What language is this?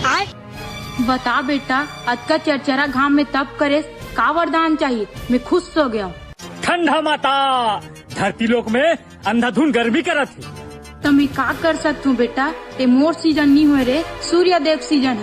Chhattisgarhi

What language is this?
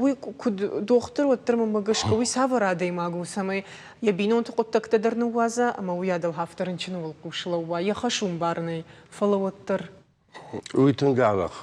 Ossetic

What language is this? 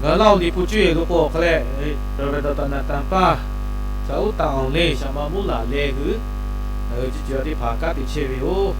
Lahu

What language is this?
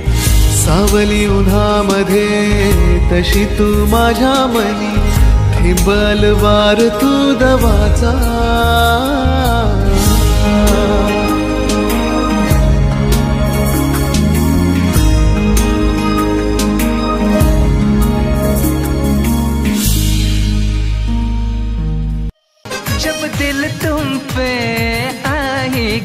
Marathi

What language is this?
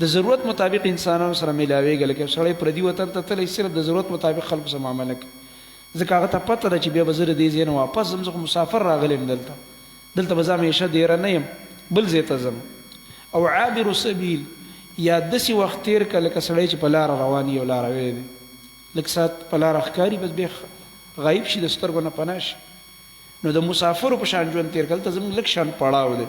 Pashto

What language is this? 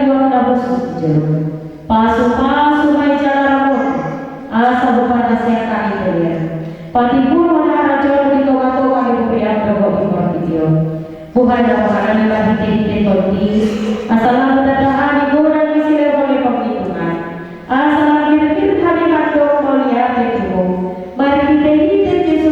Batak Toba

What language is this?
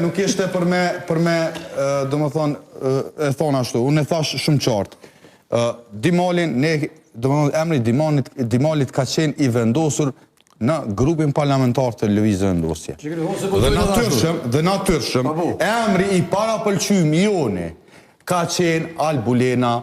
Albanian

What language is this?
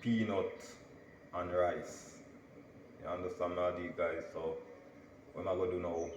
Jamaican Creole English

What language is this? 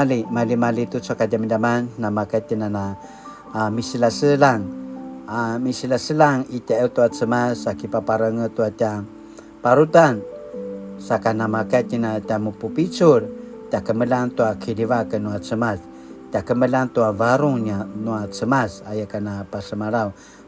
Paiwan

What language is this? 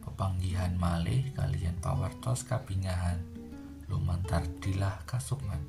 Javanese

